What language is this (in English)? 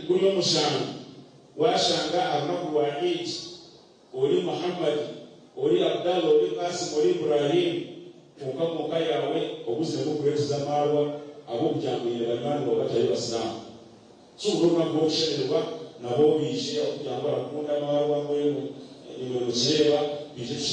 Nyankole